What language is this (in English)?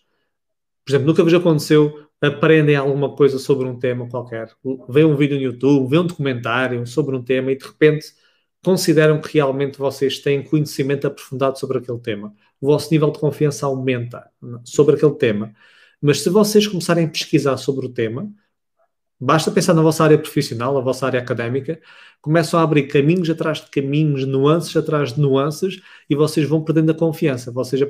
Portuguese